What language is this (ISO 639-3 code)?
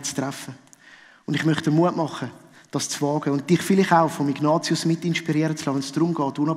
gsw